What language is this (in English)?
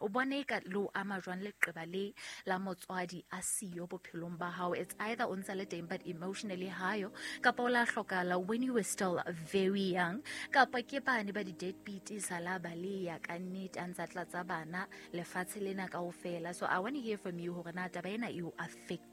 Southern Sotho